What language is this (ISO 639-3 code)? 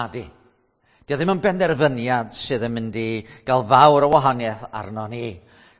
cym